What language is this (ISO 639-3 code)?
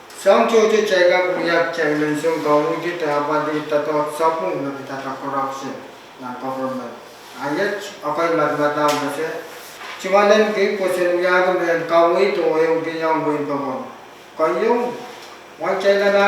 pon